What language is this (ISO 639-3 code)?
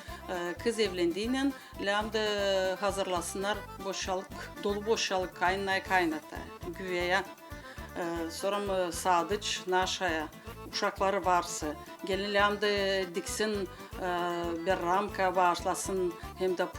gag